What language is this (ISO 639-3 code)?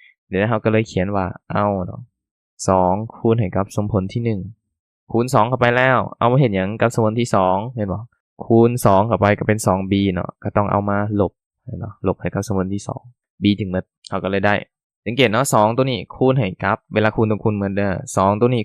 lao